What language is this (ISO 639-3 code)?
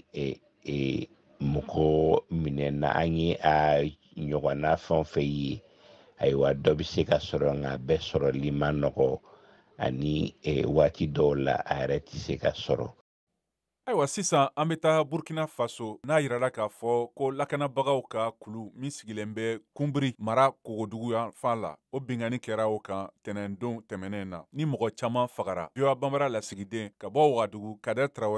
bam